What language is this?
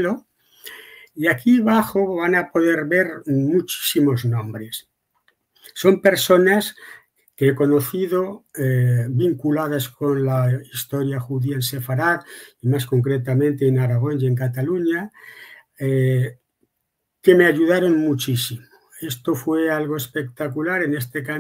Ladino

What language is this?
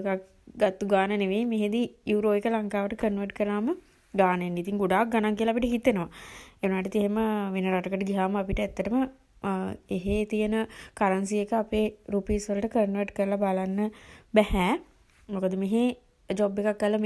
Sinhala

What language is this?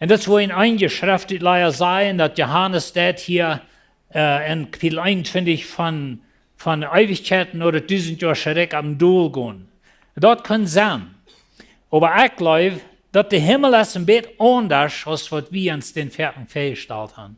Plautdietsch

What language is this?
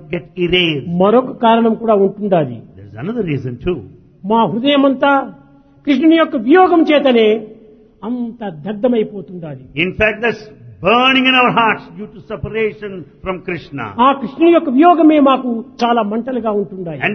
Telugu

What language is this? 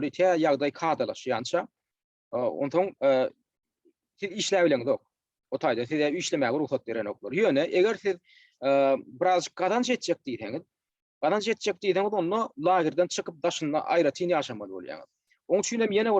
Turkmen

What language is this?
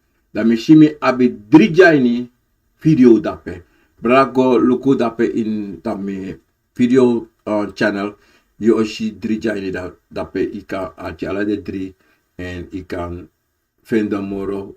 Sranan Tongo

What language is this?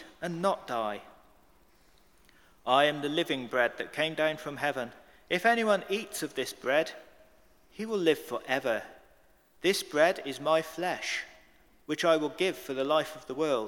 English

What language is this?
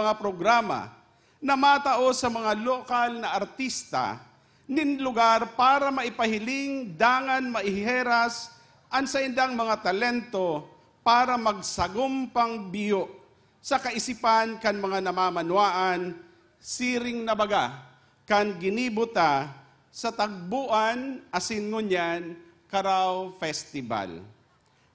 Bikol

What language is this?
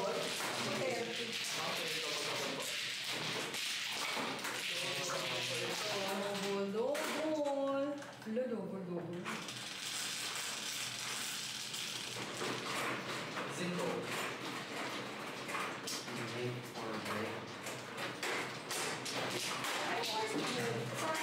Filipino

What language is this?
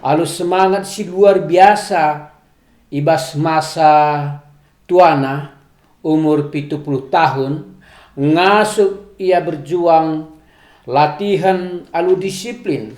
Batak Karo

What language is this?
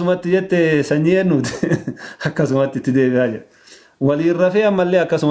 Oromo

